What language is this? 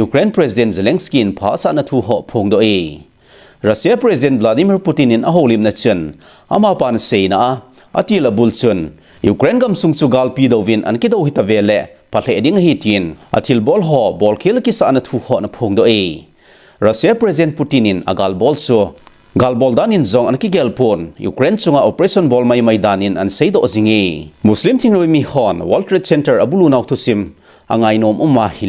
Thado Chin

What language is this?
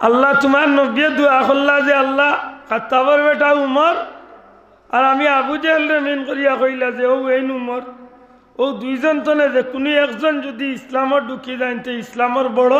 Sylheti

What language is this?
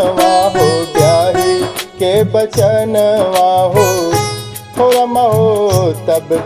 Bhojpuri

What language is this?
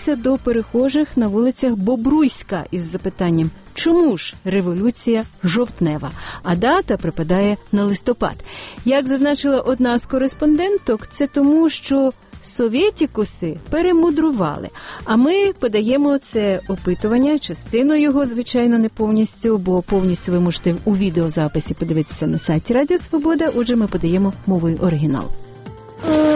Ukrainian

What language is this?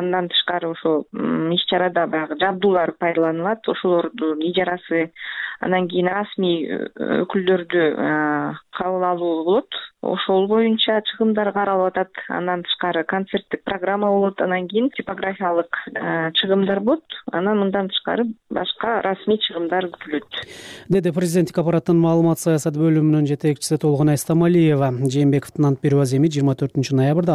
Kyrgyz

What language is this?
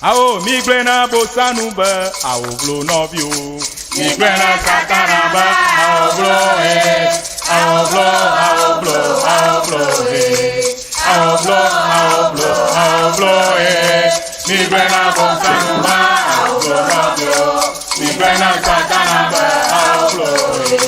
Ewe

